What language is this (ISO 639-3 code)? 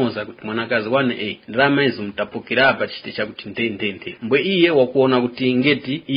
tum